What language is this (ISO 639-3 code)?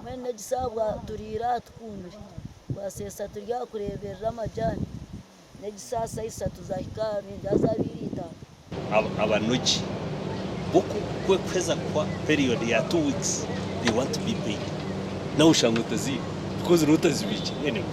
nyn